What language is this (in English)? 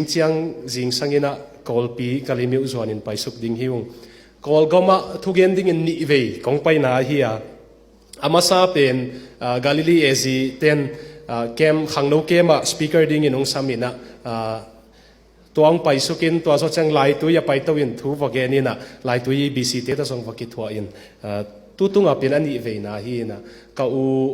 Tedim Chin